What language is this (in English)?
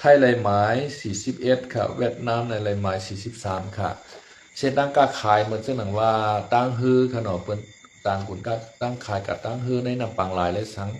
Shan